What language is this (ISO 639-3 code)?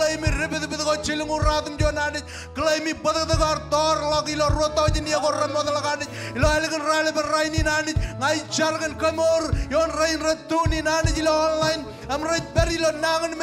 mah